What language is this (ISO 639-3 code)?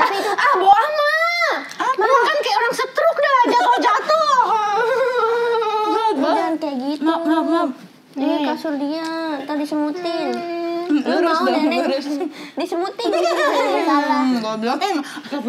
ind